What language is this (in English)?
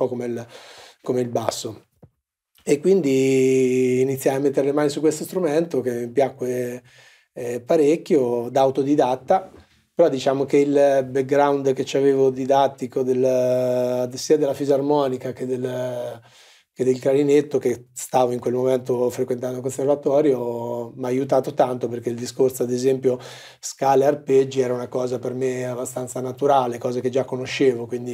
Italian